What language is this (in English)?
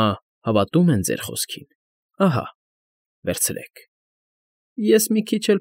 Armenian